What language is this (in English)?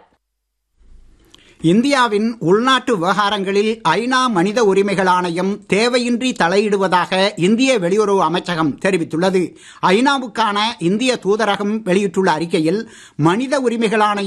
Tamil